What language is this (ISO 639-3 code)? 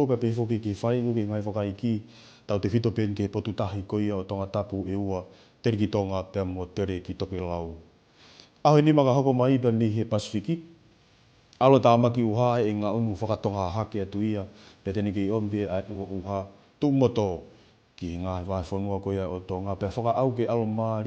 ton